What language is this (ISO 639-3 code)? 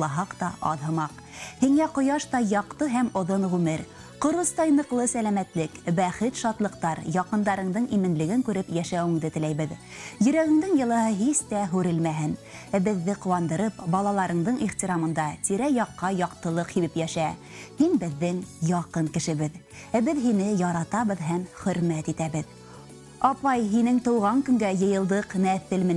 bak